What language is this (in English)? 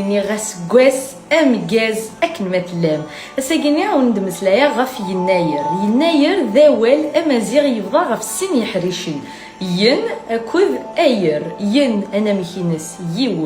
Kabyle